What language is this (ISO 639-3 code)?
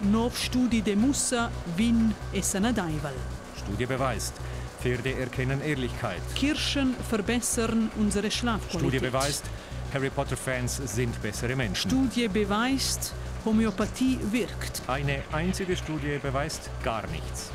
roh